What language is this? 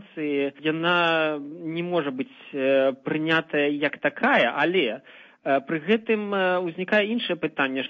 Belarusian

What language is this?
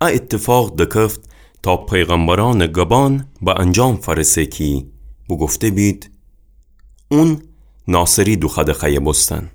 Gilaki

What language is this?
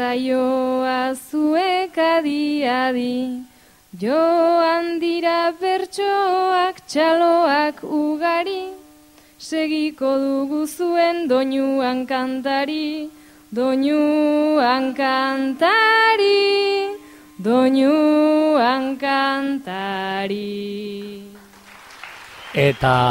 Basque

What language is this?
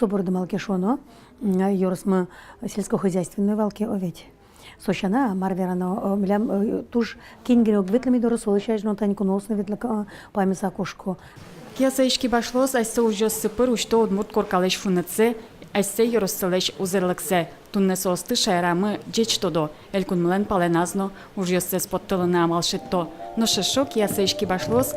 Udmurt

